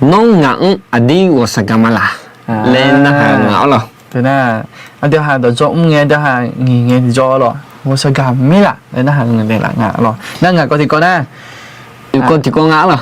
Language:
Akha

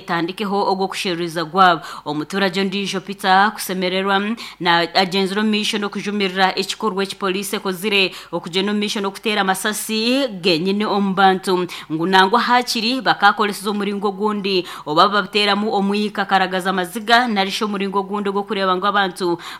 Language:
Nyankole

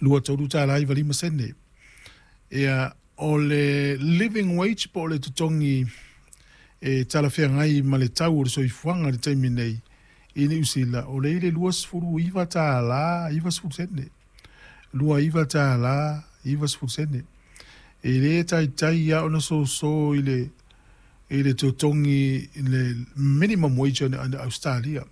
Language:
Samoan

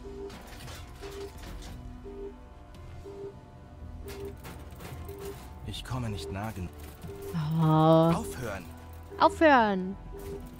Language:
German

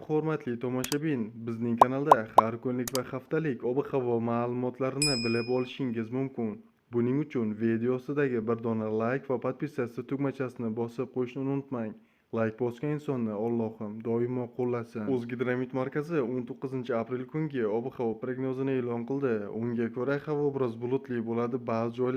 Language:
Uzbek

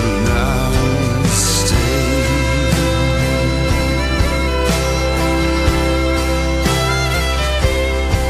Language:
Norwegian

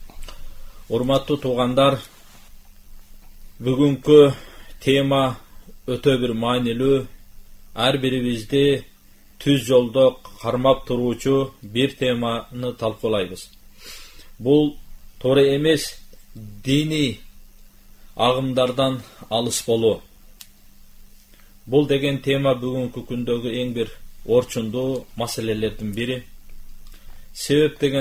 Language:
Kyrgyz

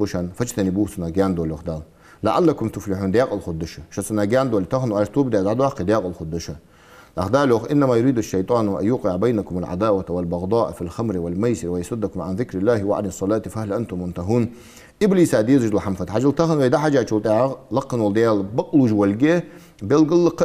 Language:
Ingush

